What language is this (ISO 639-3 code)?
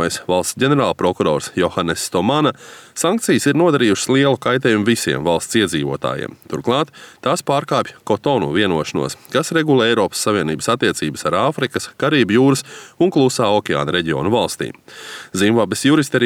lav